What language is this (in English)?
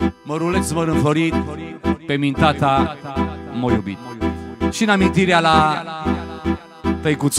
Romanian